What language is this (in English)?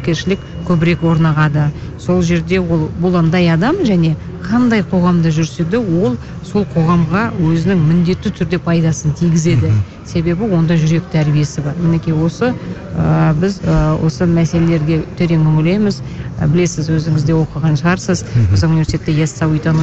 Kazakh